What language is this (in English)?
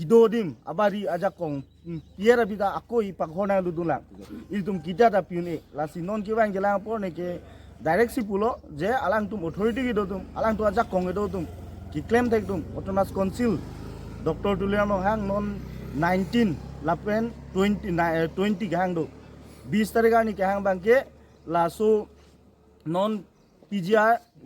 Karbi